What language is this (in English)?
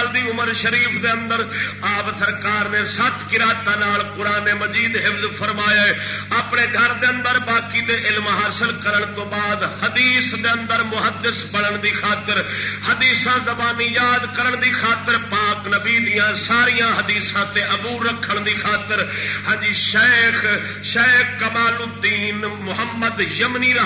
Saraiki